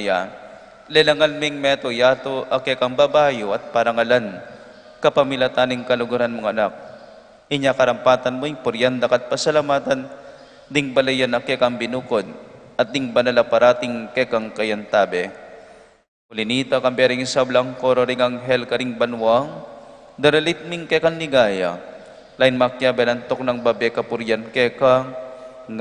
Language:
Pampanga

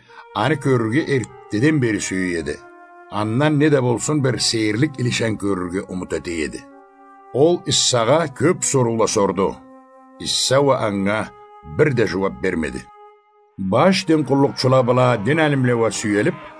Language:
Karachay-Balkar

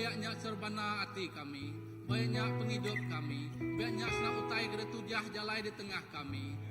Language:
Iban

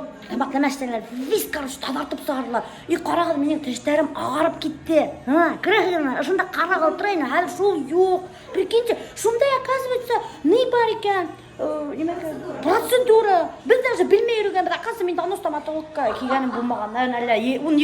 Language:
Bashkir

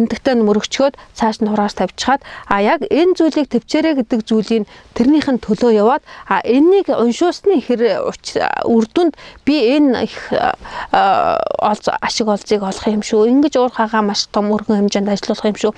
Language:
Mongolian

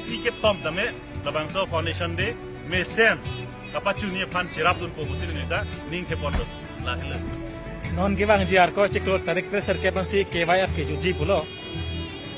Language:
Karbi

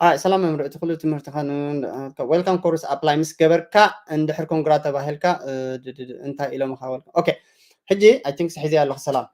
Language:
Tigrinya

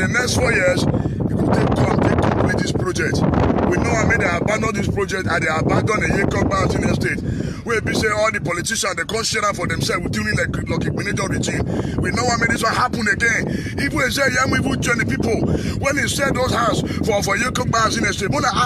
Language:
Nigerian Pidgin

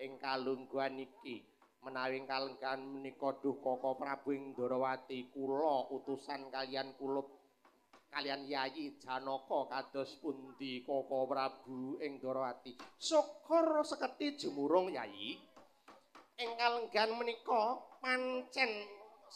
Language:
Javanese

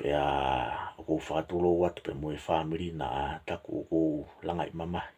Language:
Tongan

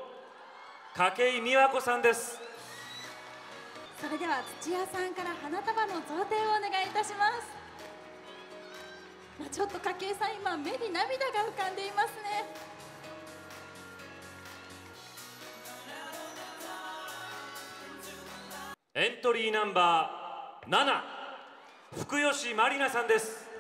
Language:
Japanese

